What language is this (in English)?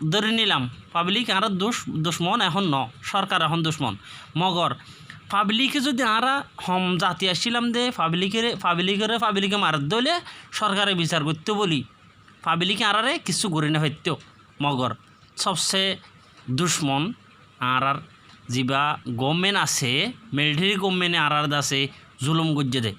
Rohingya